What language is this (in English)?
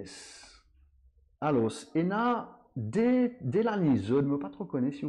Morisyen